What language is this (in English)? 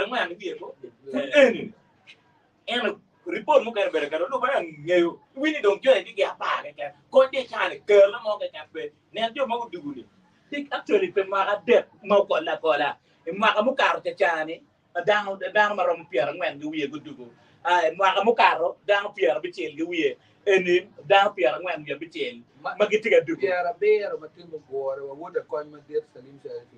Acoli